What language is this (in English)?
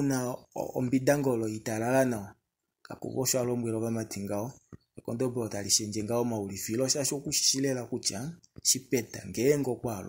Kuanyama